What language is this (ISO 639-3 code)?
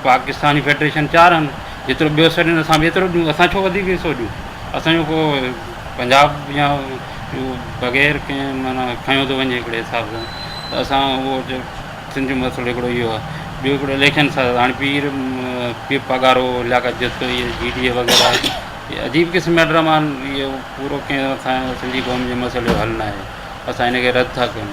snd